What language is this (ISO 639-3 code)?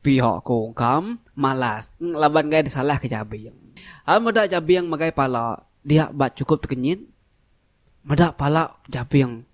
iba